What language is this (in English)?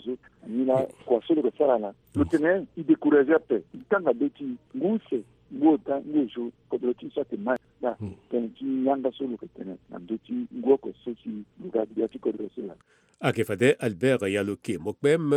Sango